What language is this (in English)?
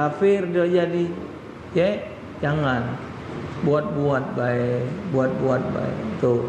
Musi